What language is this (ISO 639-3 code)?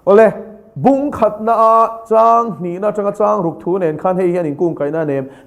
lus